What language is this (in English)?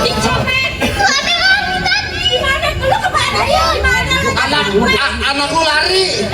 Betawi